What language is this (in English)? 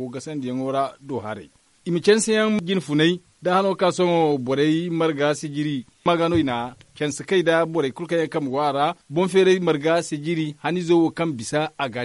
Zarma